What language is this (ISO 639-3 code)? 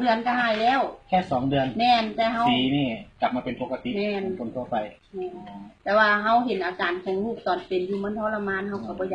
lao